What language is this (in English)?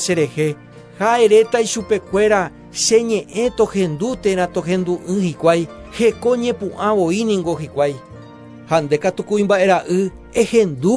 Guarani